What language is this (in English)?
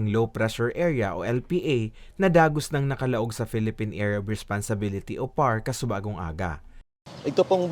Bikol